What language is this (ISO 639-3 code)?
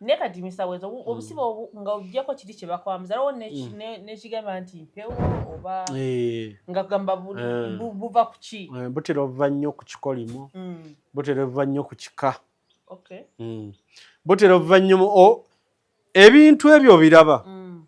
lug